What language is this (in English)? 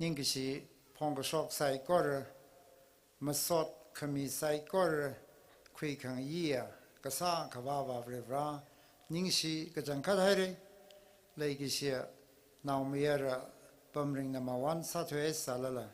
Tangkhul Naga (India)